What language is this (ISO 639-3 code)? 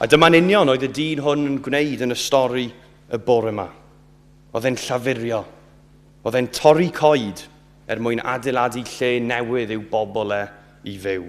cym